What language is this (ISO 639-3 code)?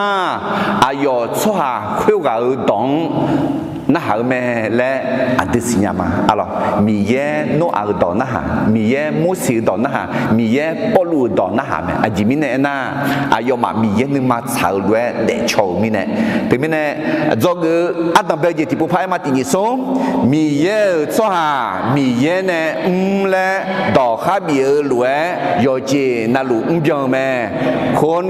ahk